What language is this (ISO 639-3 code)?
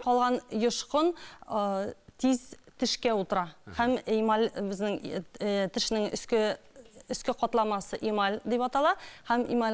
tat